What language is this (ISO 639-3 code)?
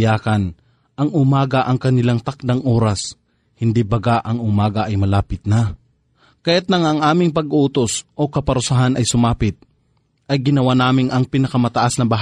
fil